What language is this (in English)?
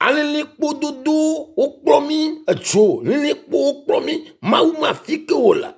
Ewe